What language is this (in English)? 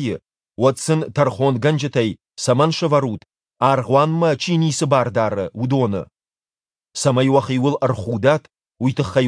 Ossetic